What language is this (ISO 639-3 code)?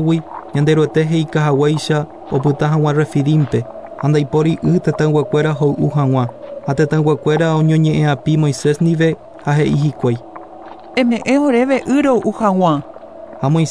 grn